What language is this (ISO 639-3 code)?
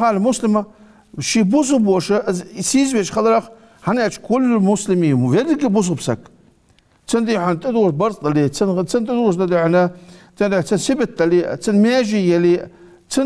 inh